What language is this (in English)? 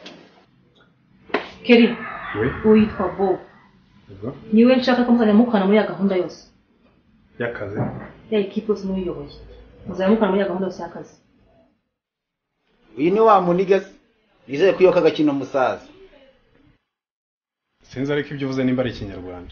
Kinyarwanda